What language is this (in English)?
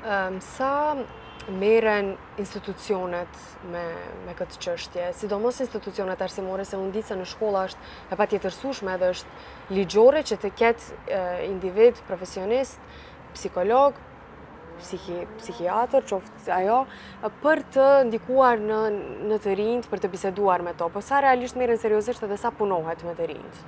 Albanian